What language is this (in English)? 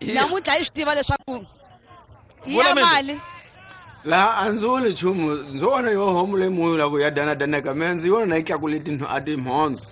Tsonga